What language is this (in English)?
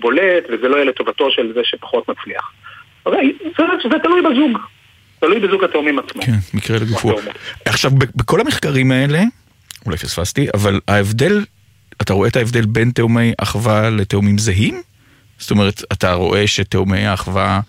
Hebrew